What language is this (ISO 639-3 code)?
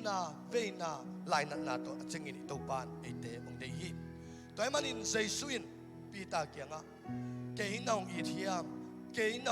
ctd